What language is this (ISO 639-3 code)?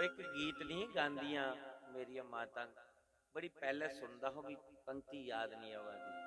doi